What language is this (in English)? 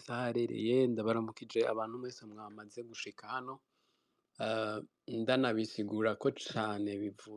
Rundi